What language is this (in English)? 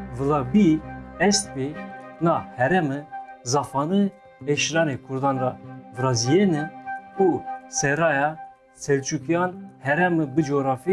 Zaza